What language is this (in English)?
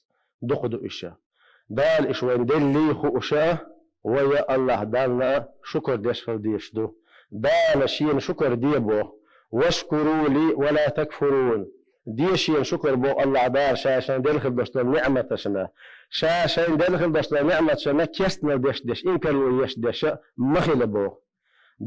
Chechen